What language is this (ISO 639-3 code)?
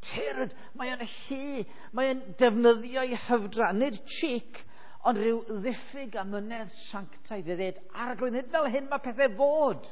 cym